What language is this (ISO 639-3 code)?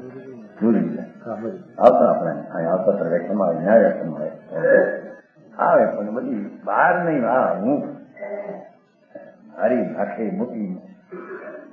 guj